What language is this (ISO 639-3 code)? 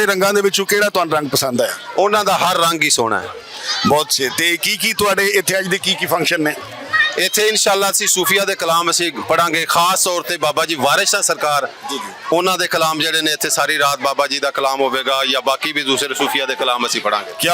lah